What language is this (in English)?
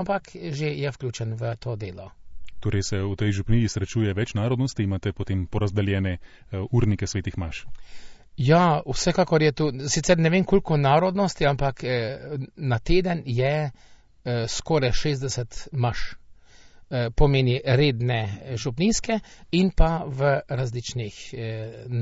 Slovenian